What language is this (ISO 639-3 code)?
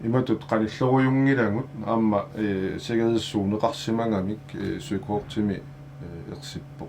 kal